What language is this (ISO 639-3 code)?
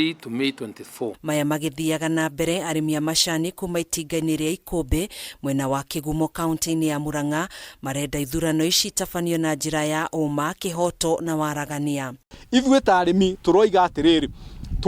kik